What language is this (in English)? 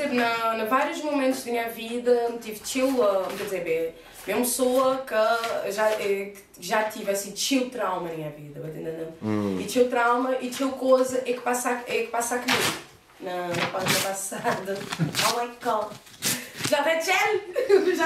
Kabuverdianu